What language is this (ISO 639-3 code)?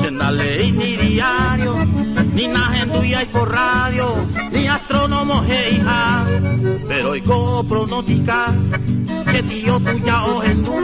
grn